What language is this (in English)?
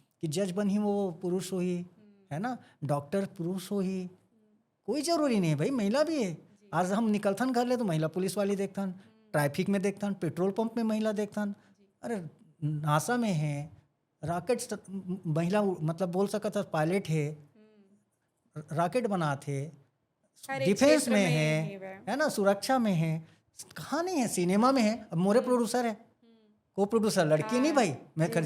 Chhattisgarhi